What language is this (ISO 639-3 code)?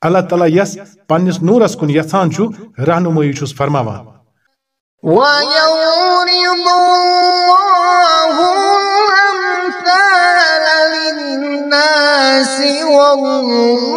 kas